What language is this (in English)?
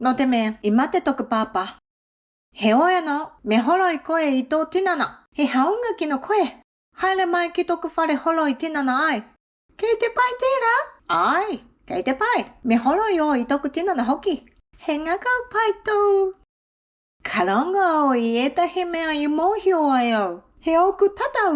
Māori